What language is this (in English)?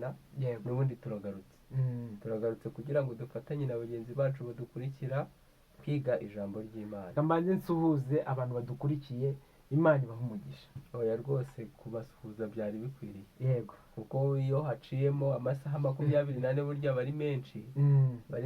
Kinyarwanda